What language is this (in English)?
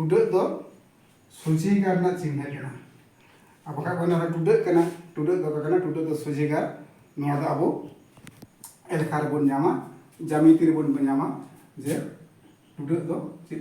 Santali